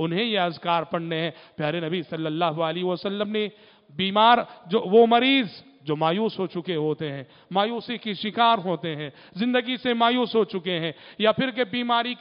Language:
Urdu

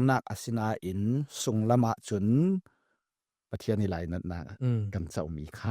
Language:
Falam Chin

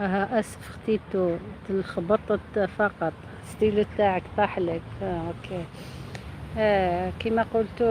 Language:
Algerian Arabic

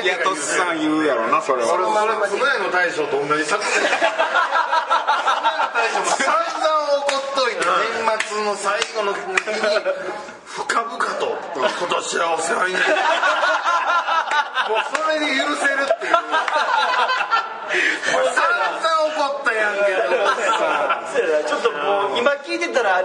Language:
Japanese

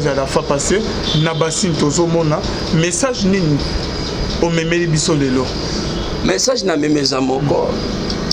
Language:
Lingala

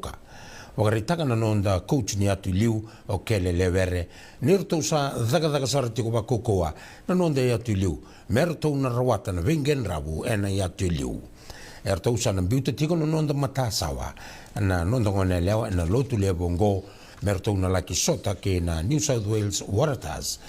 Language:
Fijian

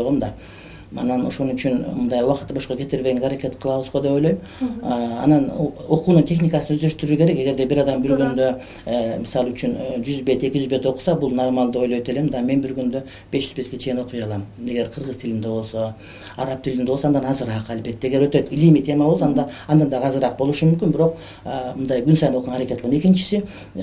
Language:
Kyrgyz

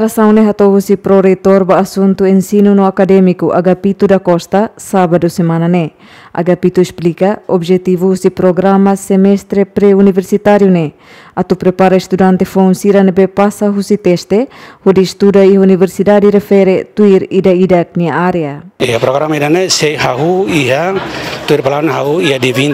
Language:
Tetum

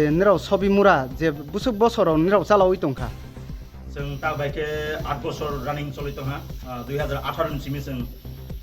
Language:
Riang (India)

